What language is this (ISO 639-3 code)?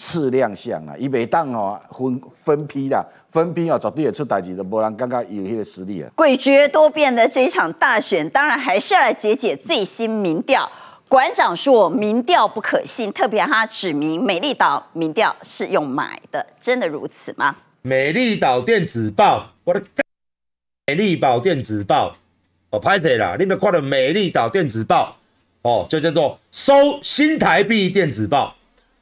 zho